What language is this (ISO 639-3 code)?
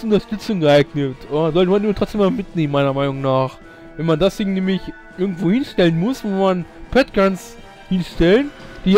deu